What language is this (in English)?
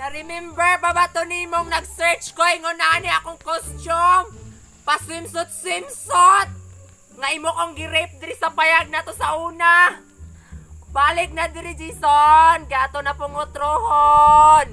Cebuano